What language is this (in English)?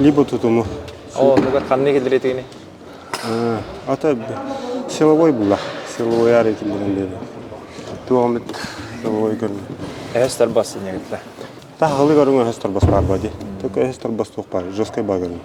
Yakut